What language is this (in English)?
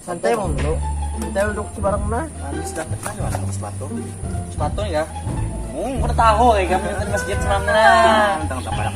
Banjar